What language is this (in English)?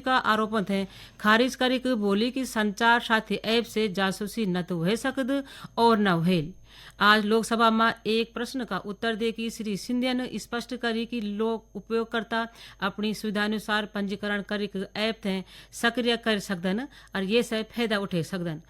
Garhwali